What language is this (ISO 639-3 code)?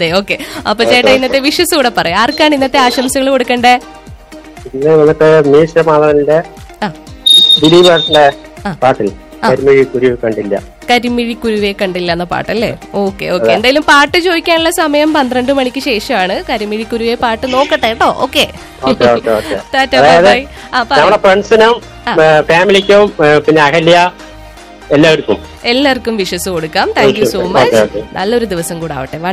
mal